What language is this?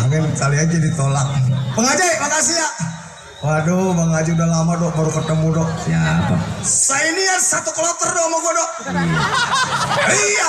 Betawi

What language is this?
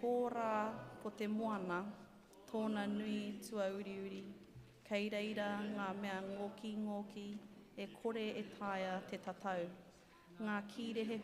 Māori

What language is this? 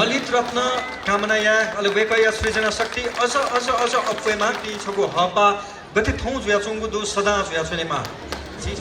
Newari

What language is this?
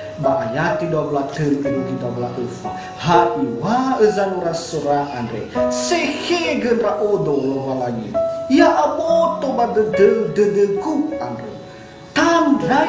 Nias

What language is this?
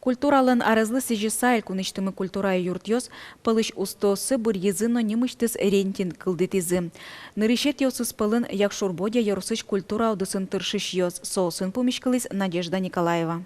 Udmurt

